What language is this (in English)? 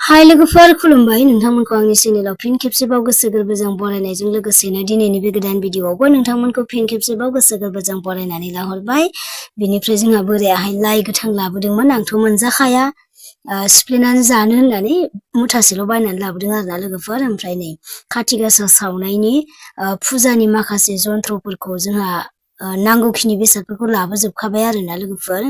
Bodo